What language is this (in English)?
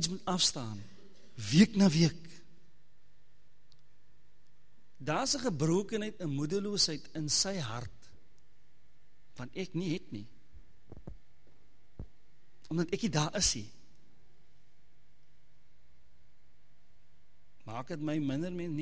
Afrikaans